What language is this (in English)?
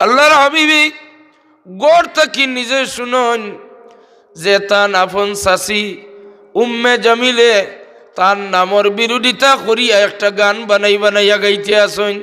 Sylheti